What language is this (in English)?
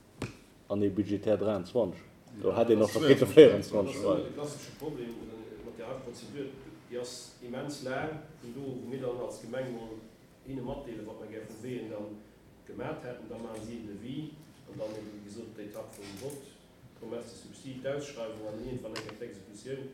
Luxembourgish